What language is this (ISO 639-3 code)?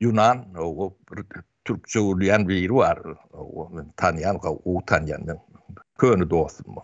tuk